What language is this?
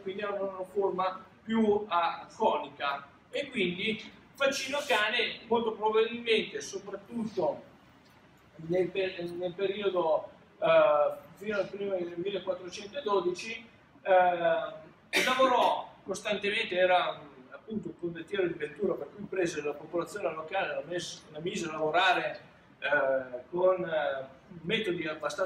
Italian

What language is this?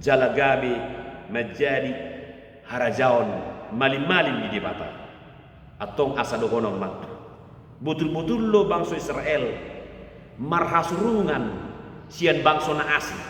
Batak Toba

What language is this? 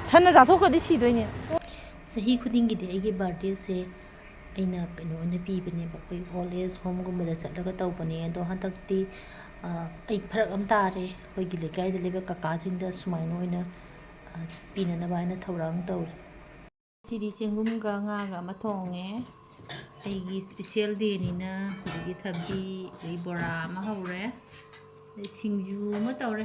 Manipuri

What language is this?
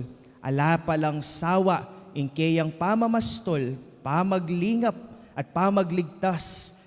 Pampanga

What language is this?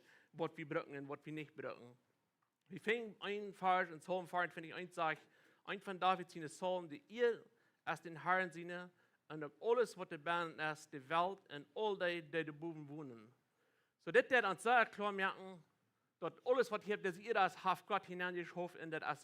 Plautdietsch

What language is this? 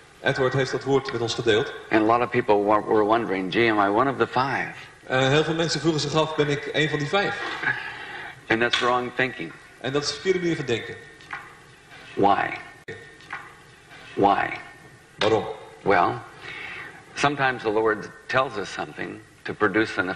Dutch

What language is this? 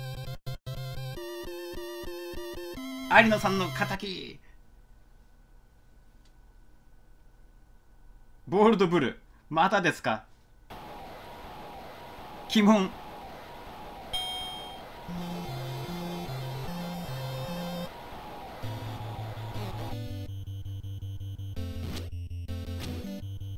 Japanese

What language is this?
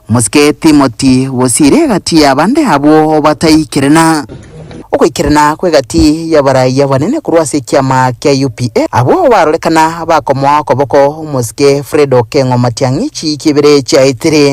Gusii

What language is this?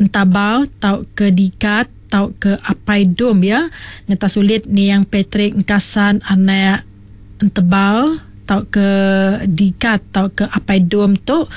Iban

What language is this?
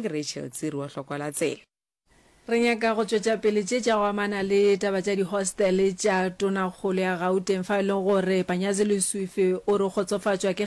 Northern Sotho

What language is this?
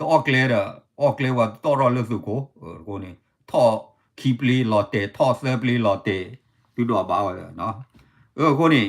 S'gaw Karen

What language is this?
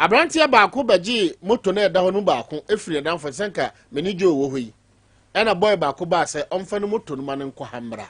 Akan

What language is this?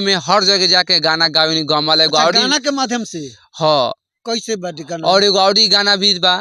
Bhojpuri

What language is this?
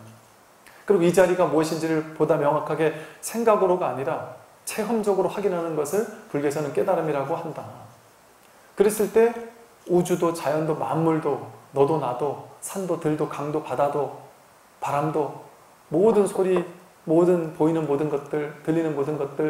Korean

